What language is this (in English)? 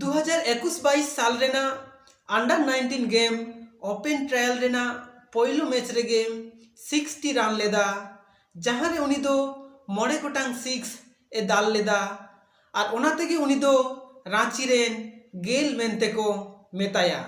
Santali